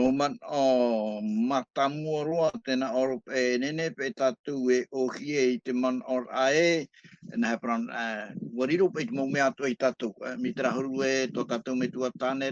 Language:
Tahitian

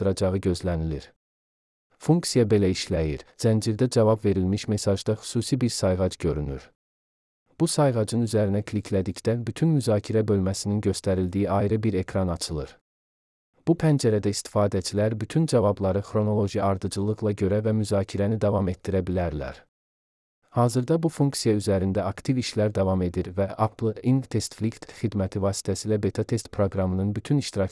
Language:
Azerbaijani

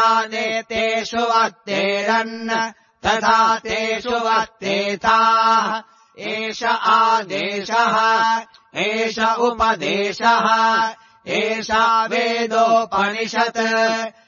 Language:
Sanskrit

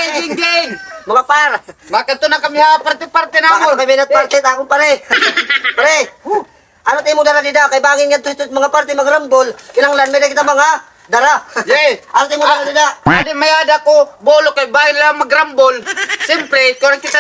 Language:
Waray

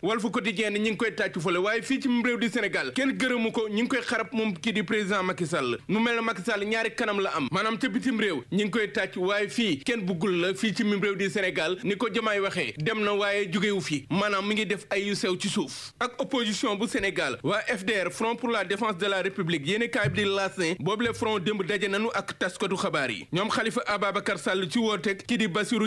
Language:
Wolof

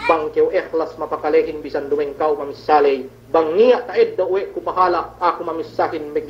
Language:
Yakan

